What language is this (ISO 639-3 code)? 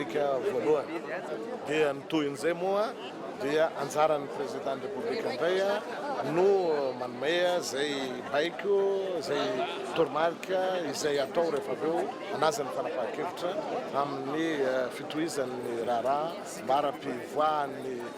mlg